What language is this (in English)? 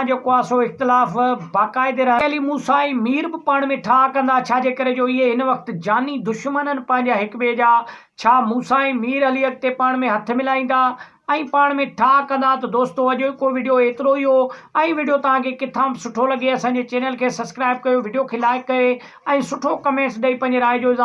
Sindhi